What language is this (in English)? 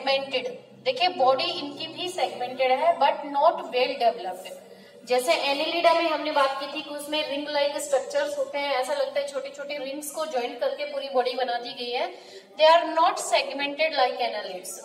Hindi